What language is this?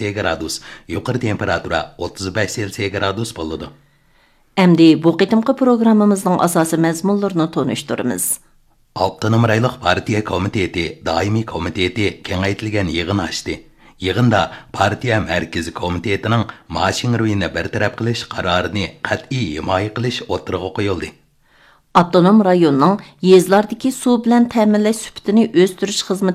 Uyghur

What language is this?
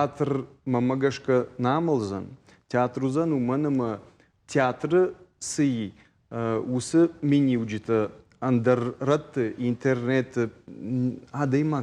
Ossetic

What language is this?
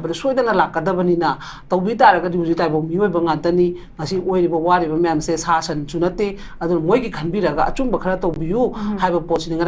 Manipuri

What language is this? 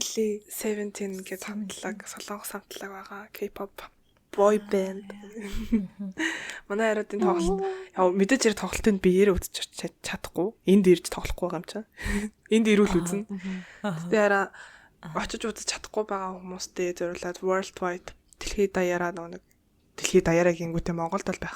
Mongolian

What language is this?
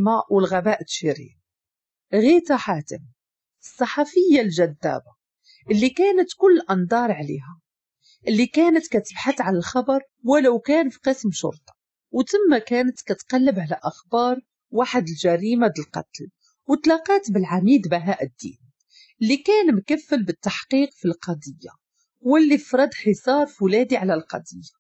Moroccan Arabic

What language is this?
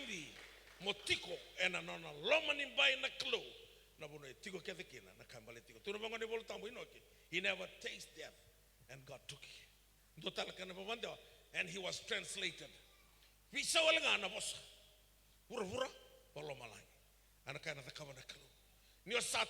Fijian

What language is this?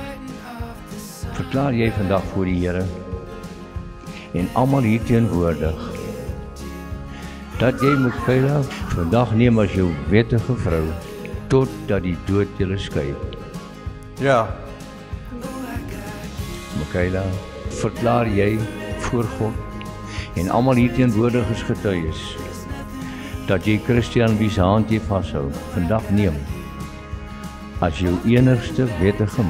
Afrikaans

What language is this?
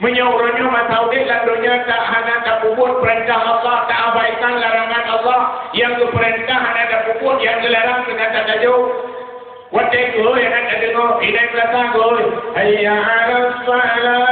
Achinese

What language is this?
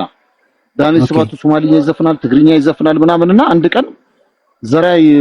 Amharic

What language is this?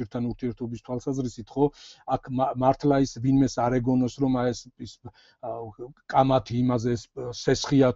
Georgian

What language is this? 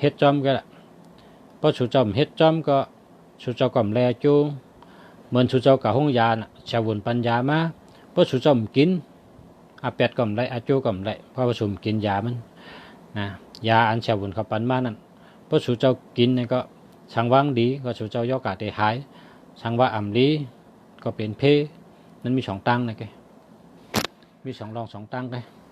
Shan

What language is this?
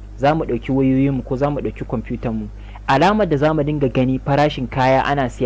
Hausa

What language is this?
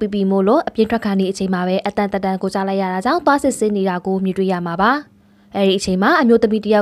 Burmese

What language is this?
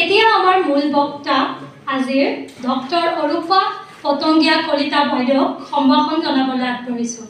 Assamese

